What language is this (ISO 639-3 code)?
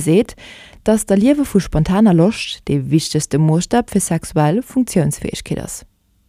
ltz